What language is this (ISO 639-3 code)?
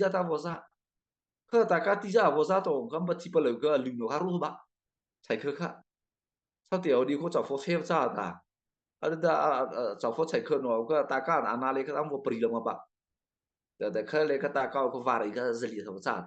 mrh